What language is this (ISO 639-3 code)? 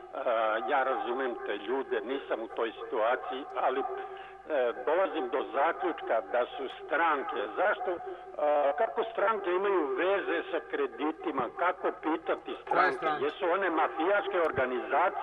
srp